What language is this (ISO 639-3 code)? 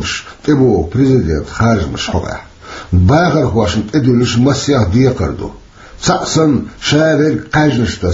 che